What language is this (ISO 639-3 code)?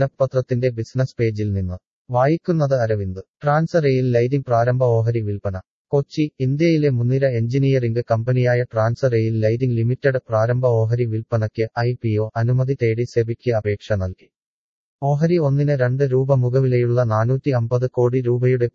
mal